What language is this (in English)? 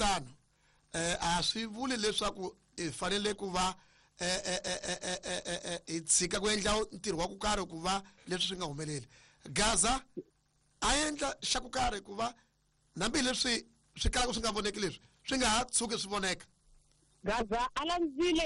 Tsonga